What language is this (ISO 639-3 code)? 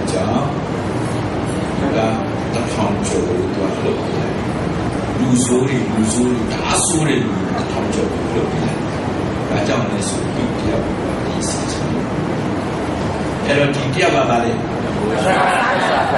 mya